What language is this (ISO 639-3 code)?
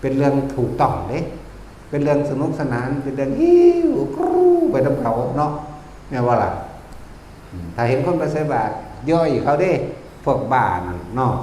tts